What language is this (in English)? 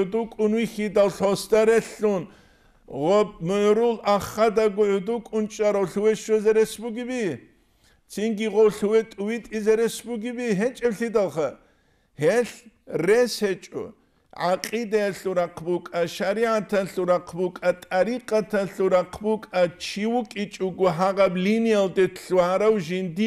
Avaric